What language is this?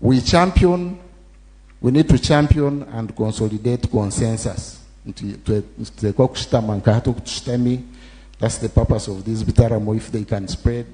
Nyankole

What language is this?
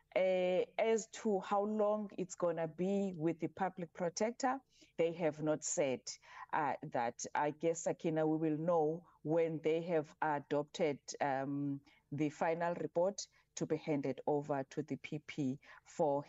English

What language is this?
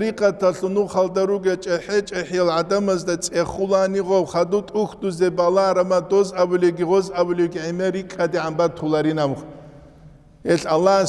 Avaric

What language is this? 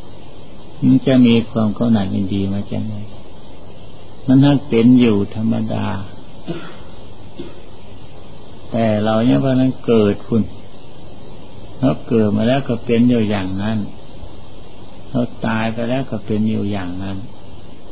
Thai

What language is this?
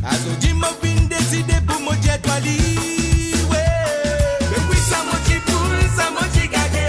Morisyen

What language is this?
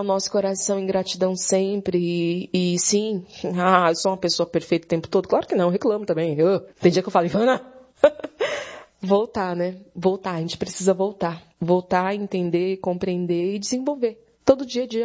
Portuguese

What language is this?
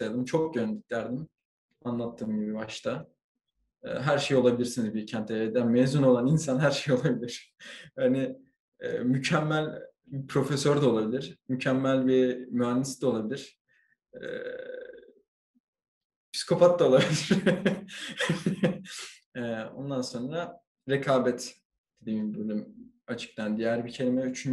Turkish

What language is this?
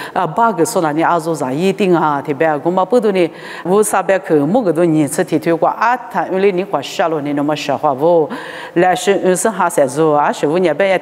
Lisu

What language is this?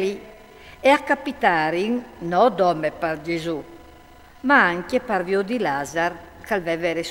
Friulian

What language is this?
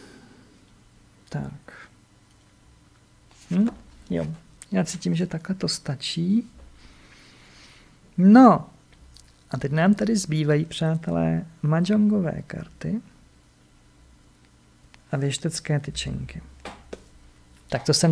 Czech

